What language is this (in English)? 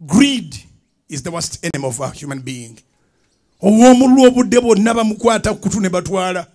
Ganda